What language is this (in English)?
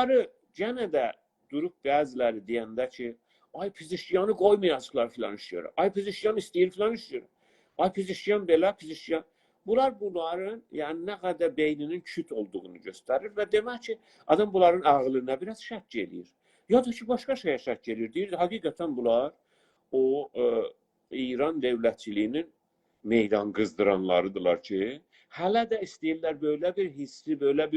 South Azerbaijani